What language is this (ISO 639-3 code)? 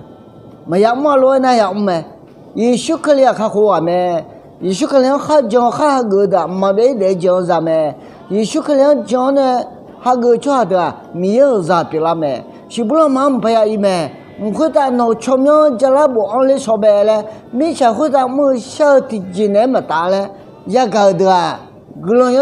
ahk